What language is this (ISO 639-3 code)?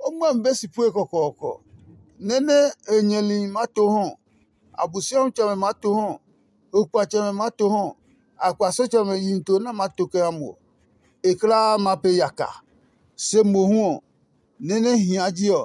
ada